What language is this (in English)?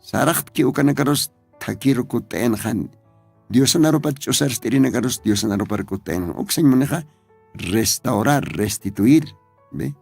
Aymara